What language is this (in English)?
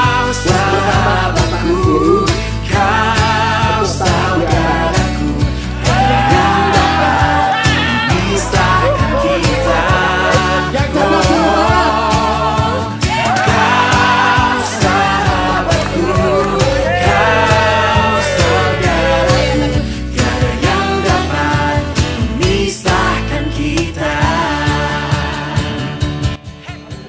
Indonesian